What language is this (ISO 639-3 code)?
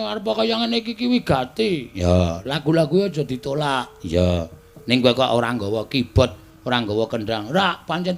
jav